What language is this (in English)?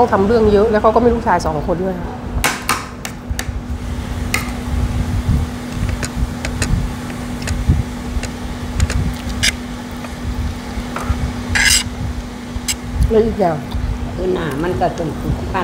Thai